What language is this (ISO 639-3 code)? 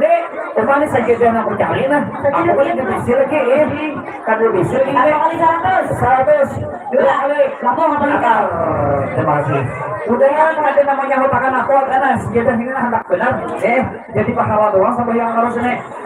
bjn